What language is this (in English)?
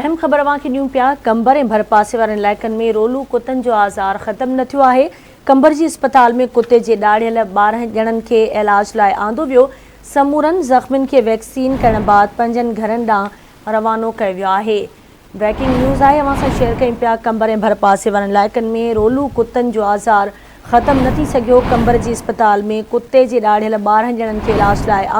Sindhi